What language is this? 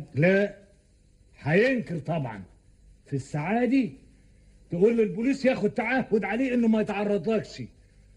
Egyptian Arabic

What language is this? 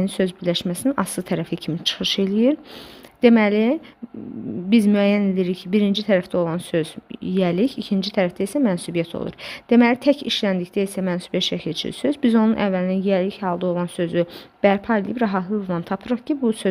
Azerbaijani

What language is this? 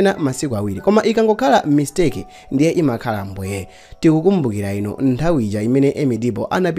Nyanja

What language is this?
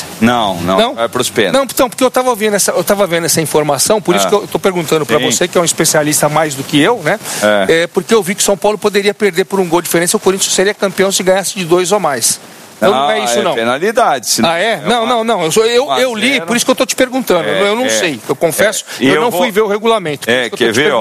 Portuguese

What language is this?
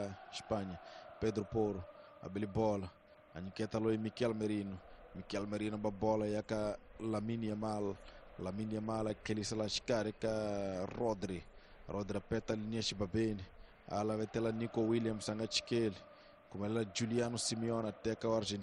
Tsonga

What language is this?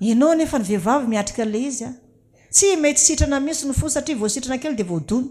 Malagasy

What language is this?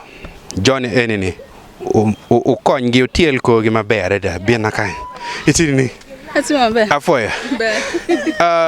Acoli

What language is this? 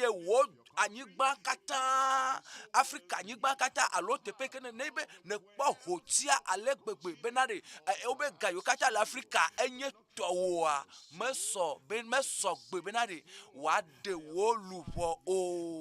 Ewe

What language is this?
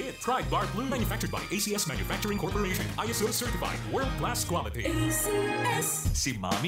Bikol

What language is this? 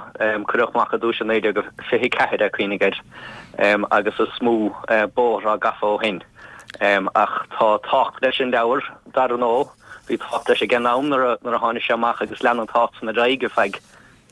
Irish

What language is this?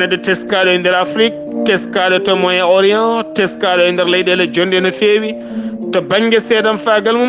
Fula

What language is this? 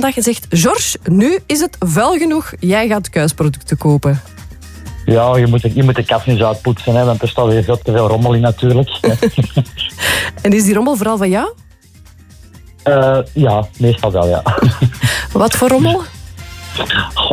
Dutch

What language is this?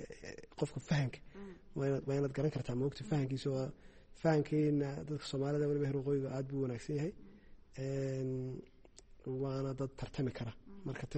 Somali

